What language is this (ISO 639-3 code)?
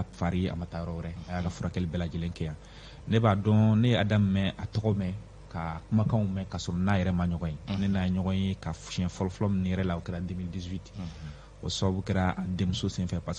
bam